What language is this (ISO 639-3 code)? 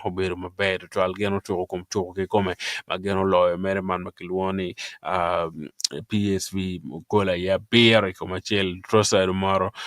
ach